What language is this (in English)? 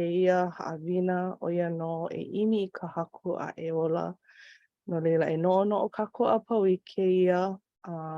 Hawaiian